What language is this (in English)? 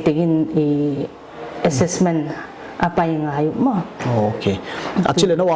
Paite Chin